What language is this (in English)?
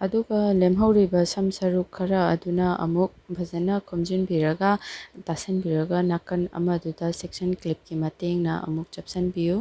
Manipuri